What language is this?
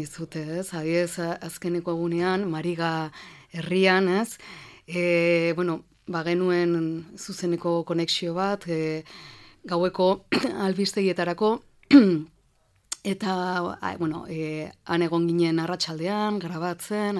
Basque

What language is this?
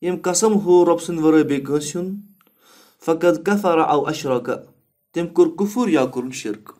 Kashmiri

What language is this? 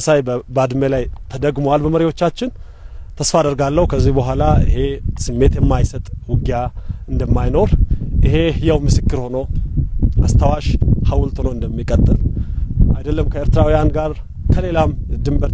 Amharic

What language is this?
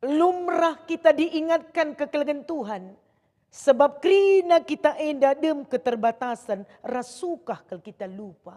Batak Karo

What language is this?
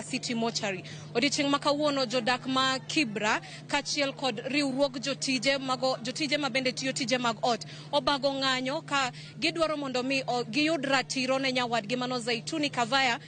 Luo (Kenya and Tanzania)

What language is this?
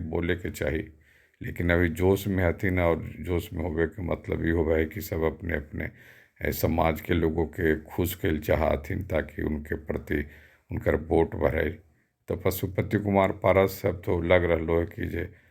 Magahi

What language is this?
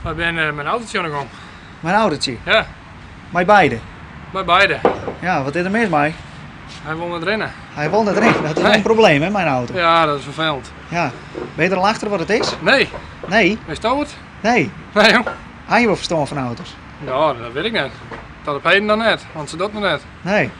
Western Frisian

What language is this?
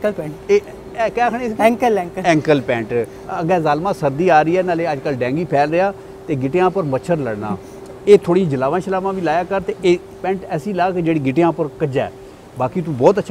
Punjabi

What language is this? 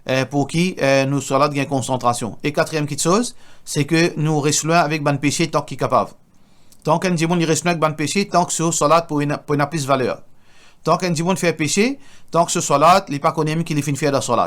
Morisyen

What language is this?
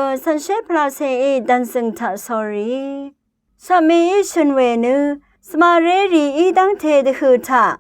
Rawang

